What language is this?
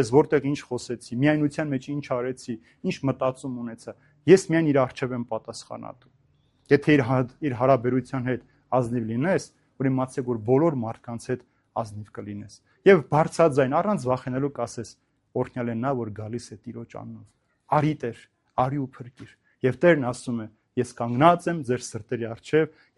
Armenian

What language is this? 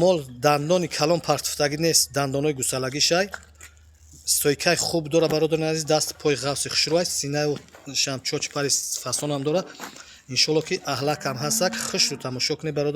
Tajik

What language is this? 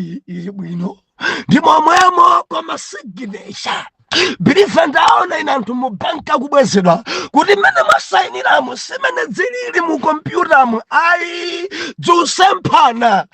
Nyanja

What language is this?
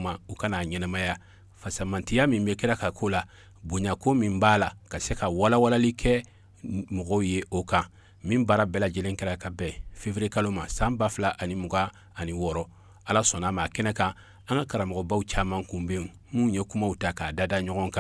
Bambara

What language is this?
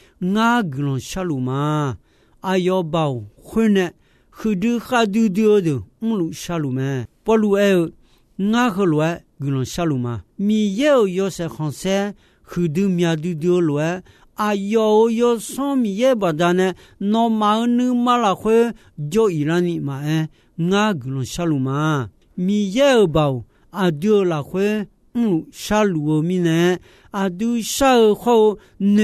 Akha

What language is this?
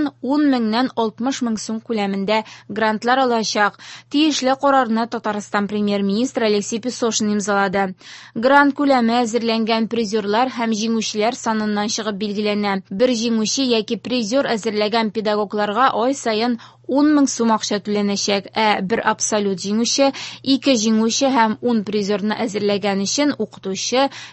Tatar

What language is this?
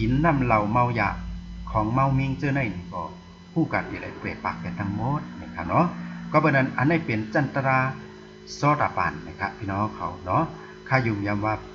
Shan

